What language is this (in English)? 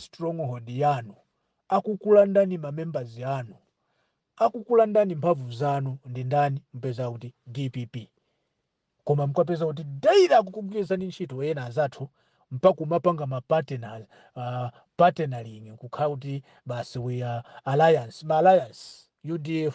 Nyanja